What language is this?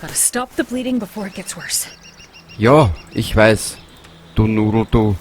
Bavarian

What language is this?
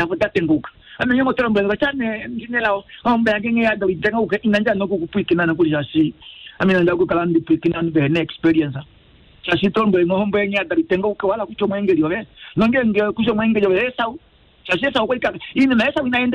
Kuanyama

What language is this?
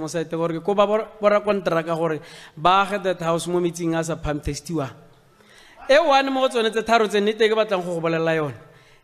Tswana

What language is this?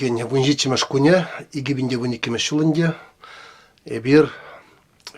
Chuvash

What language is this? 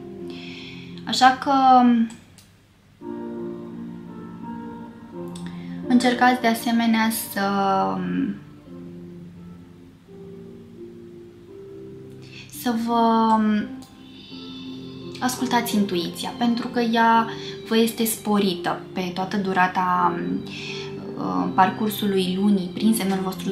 Romanian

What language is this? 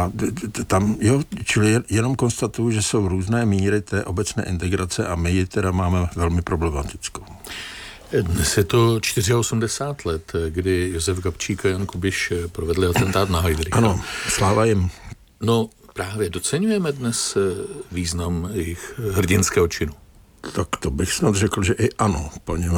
Czech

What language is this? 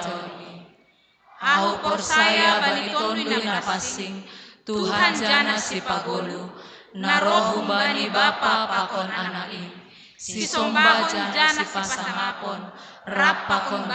Batak Simalungun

